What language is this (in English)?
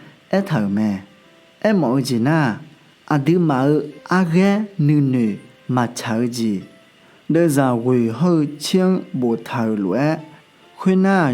Akha